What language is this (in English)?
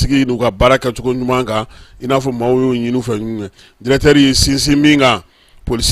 Bambara